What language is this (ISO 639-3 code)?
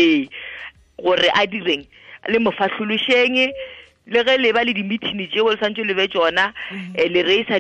tsn